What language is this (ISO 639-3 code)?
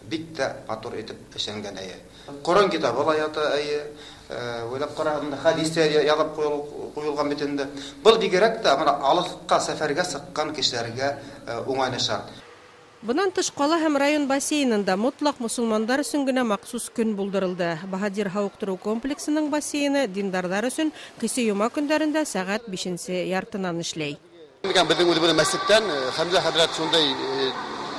bak